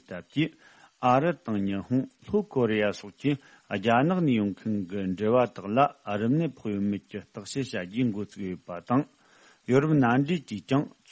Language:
Tibetan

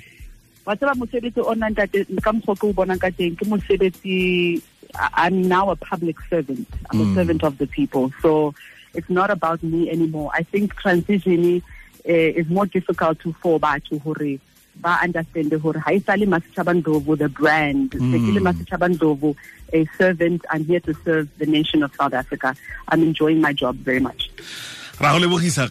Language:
Tswana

